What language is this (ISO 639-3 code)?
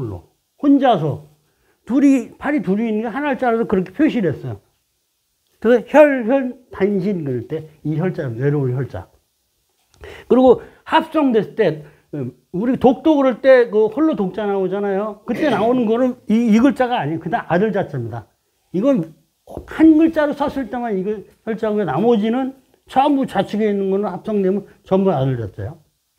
kor